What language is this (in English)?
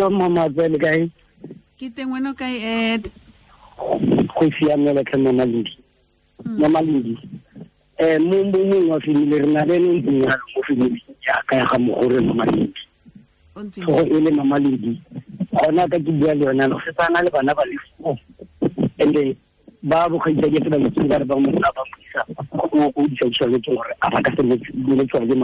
Tswana